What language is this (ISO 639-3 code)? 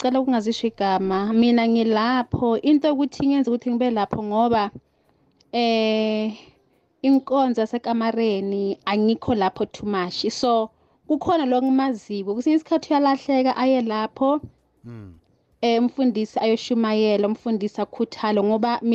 nbl